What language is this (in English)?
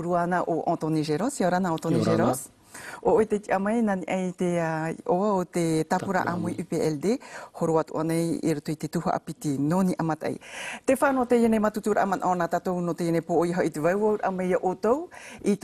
Tahitian